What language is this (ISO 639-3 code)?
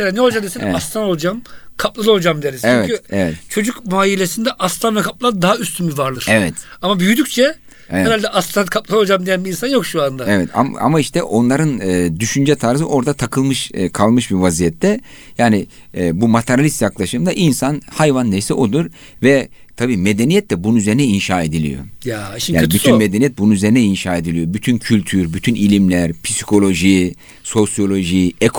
tur